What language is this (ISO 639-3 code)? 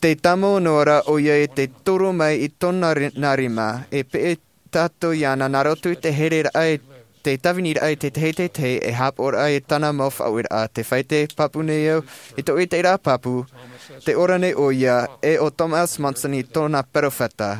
tah